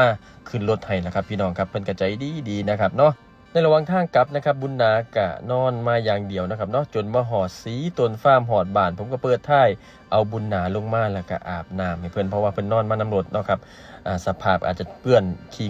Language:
Northeastern Thai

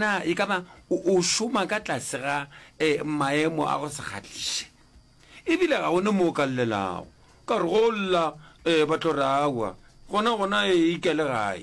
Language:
Northern Sotho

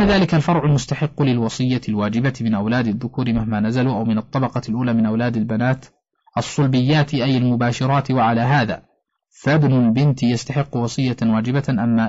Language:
Arabic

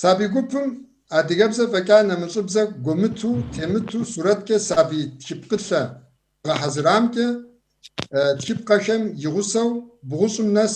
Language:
Kabardian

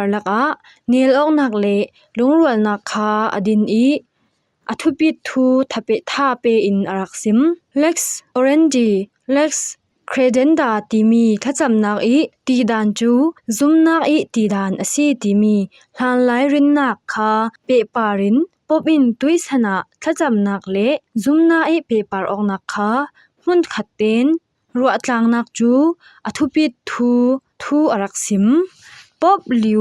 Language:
Falam Chin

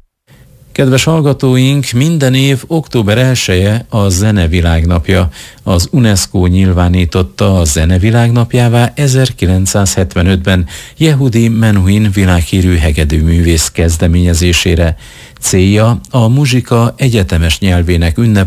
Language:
Hungarian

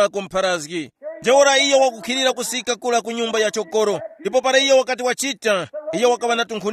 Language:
Tumbuka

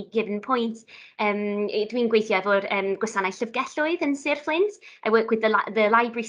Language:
Welsh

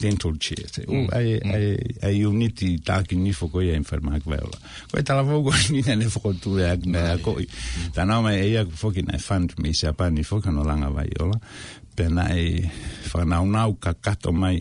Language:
Tongan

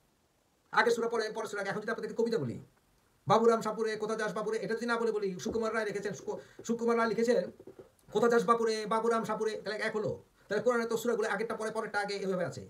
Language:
Bangla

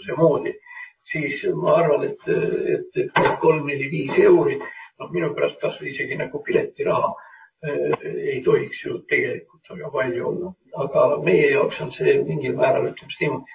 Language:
Estonian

